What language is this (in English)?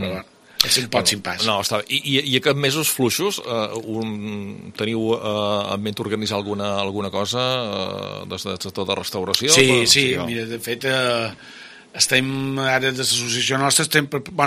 Catalan